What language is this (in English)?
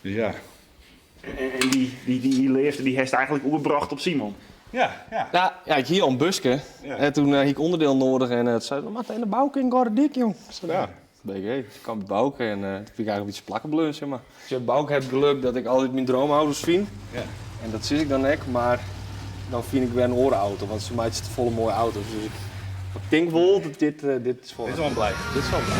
Western Frisian